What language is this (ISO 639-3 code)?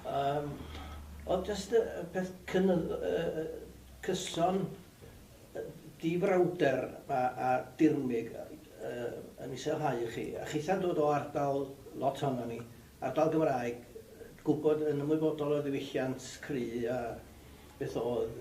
cym